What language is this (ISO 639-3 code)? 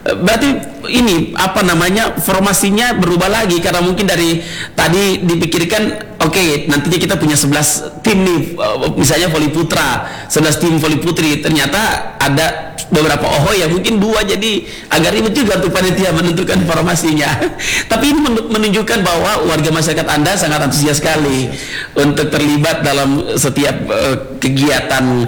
ind